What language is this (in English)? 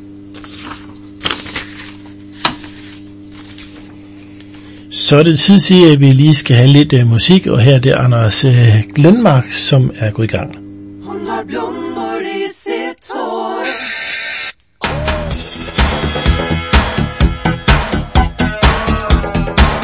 Danish